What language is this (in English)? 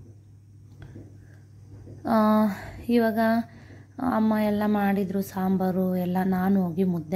Kannada